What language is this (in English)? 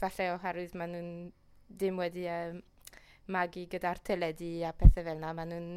Welsh